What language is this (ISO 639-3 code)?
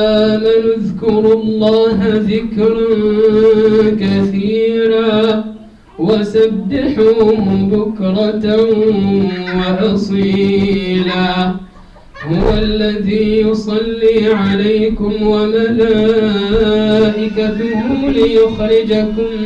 ara